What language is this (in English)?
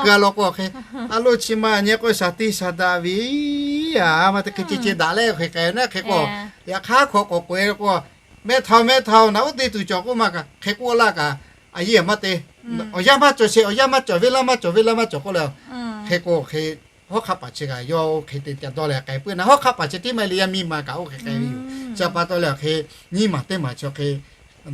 Lahu